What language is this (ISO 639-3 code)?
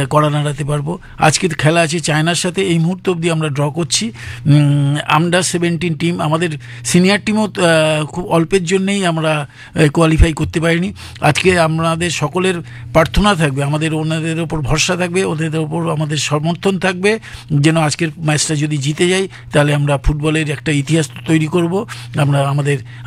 ben